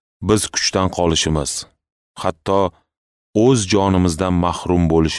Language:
Uzbek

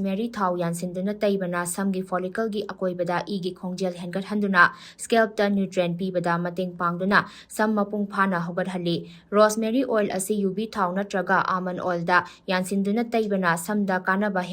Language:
Manipuri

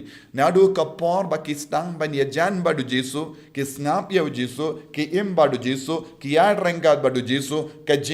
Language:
Khasi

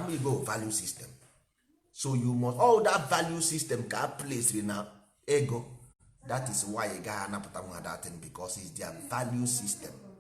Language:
Igbo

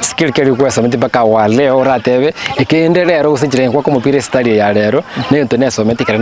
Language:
Gusii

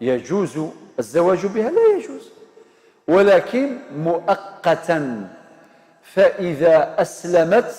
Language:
Algerian Arabic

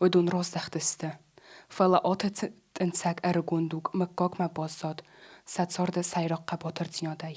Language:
Ossetic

